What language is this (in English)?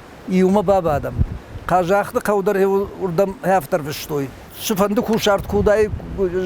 Ossetic